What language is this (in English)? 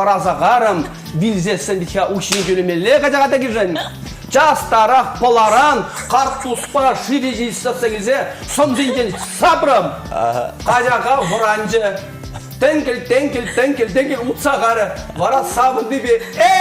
Chuvash